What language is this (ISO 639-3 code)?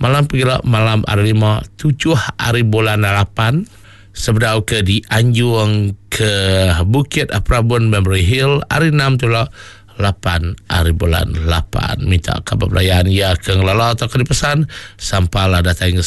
iba